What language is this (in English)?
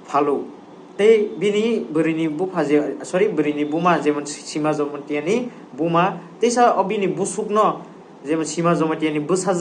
Kok Borok